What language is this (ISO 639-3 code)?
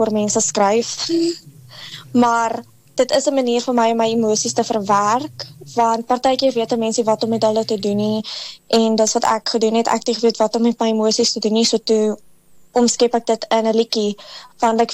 afr